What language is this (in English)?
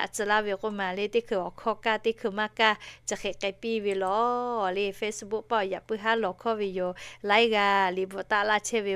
Lahu